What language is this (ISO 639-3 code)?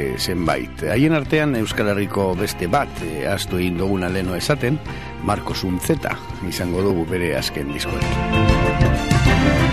eus